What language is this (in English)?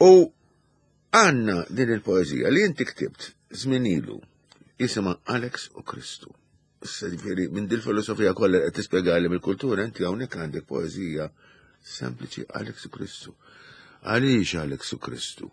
Maltese